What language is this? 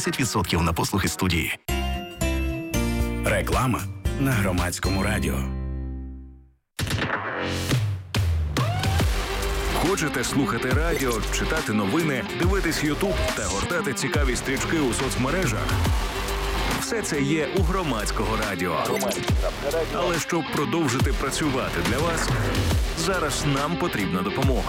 Ukrainian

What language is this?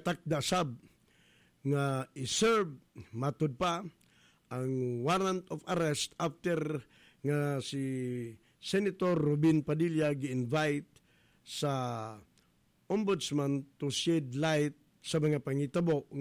Cebuano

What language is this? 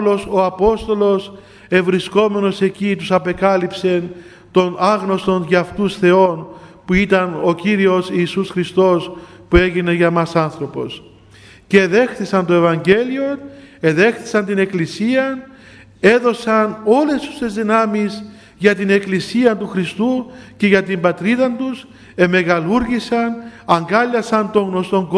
Greek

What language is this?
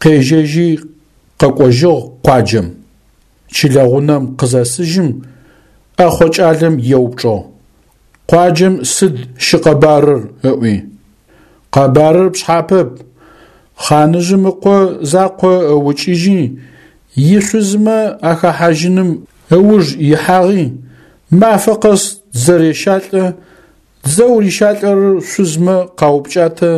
Adyghe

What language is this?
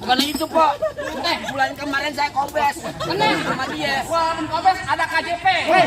Betawi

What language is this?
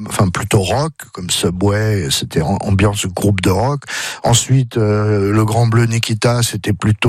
French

